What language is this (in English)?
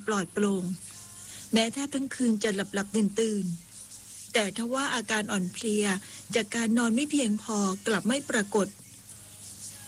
Thai